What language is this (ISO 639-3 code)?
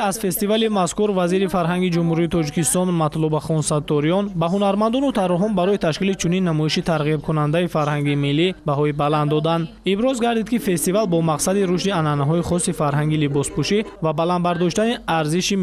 tgk